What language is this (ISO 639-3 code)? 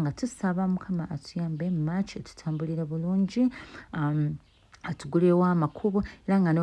lug